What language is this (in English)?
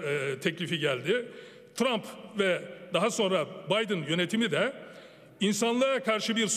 Turkish